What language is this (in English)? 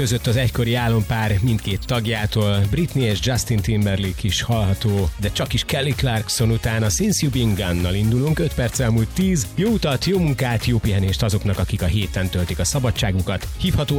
Hungarian